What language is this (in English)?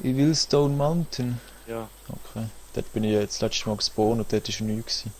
Swiss German